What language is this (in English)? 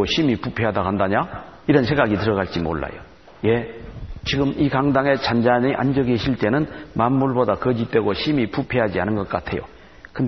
Korean